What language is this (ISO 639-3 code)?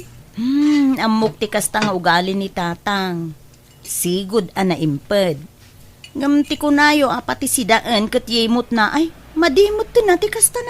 ilo